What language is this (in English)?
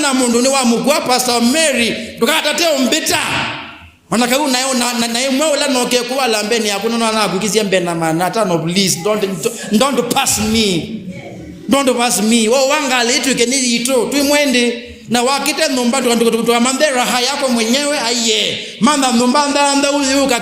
Kamba